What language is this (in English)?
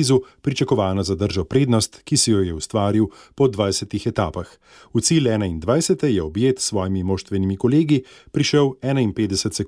Slovenian